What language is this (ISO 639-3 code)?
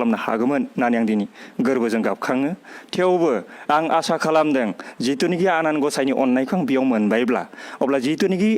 brx